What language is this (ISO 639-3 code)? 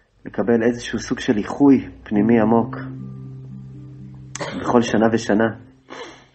heb